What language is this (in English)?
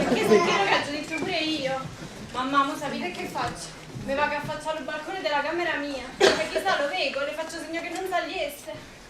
Neapolitan